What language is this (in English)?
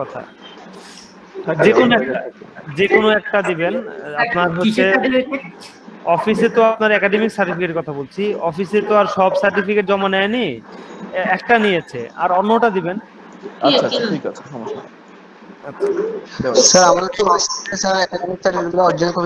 Bangla